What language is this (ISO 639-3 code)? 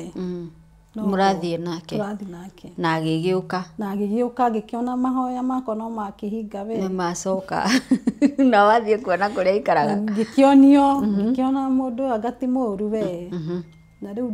kik